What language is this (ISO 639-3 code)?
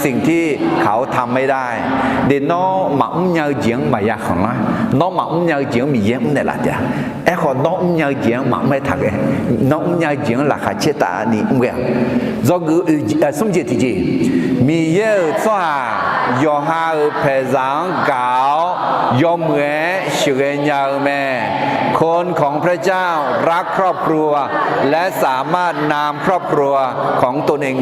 ahk